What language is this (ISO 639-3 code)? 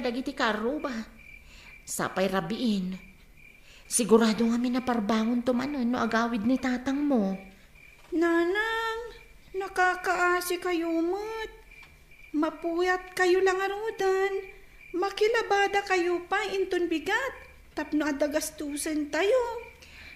ilo